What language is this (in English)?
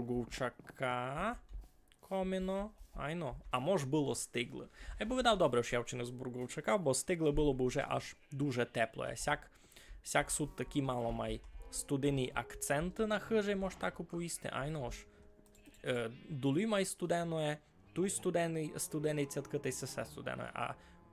Rusyn